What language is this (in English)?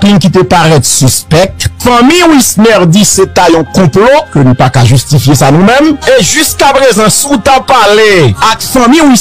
Haitian Creole